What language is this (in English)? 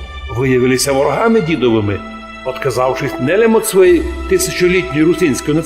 Rusyn